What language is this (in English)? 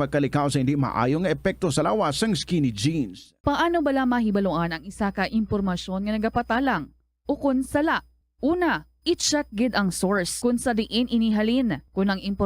Hiligaynon